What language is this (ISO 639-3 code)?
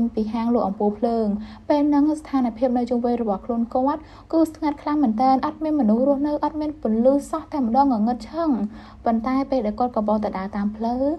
khm